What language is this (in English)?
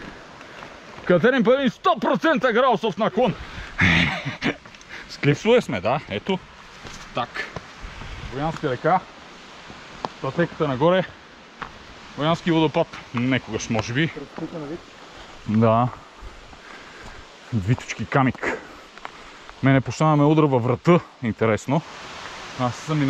Bulgarian